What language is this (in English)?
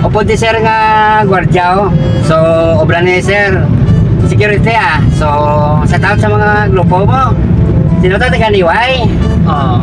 Hiligaynon